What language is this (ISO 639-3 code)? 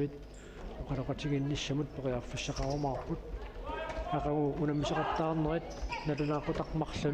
kal